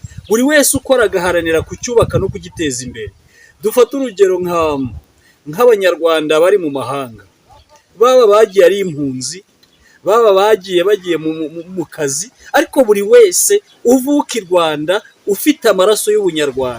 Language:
Kinyarwanda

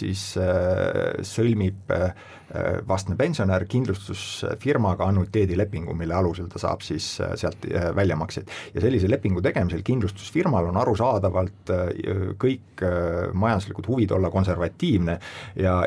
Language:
Estonian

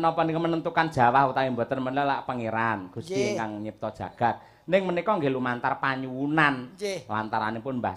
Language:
Javanese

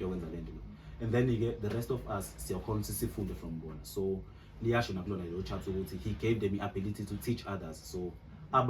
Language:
Zulu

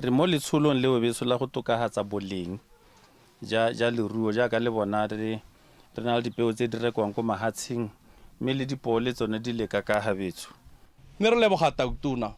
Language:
Tswana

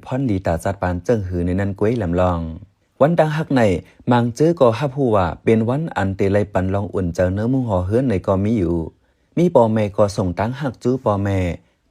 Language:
Shan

